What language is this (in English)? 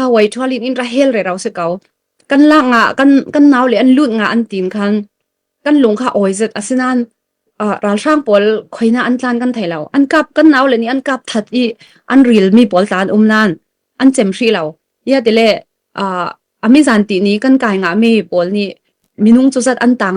Falam Chin